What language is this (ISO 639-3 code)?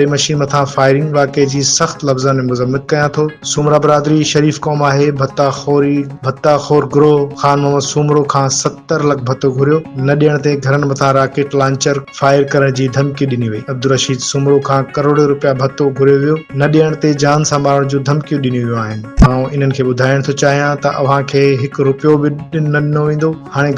snd